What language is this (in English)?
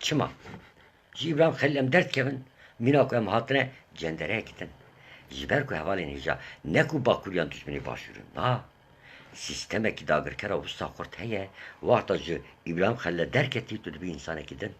Kurdish